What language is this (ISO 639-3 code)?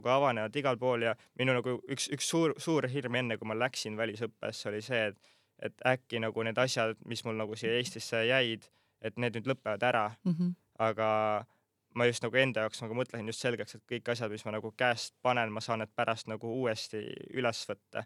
est